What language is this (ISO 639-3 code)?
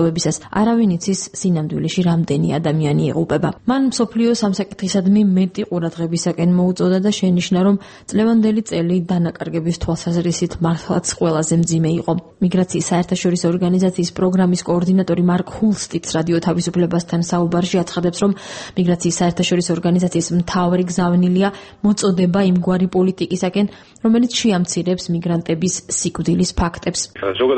kat